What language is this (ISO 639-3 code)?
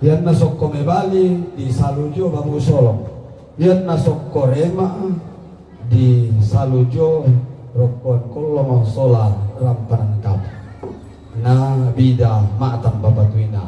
sda